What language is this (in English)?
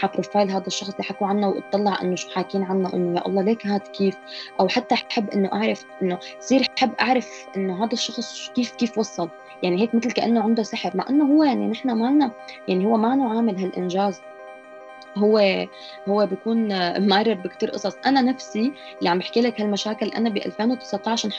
North Levantine Arabic